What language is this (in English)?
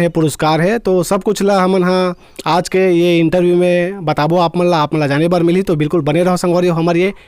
Chhattisgarhi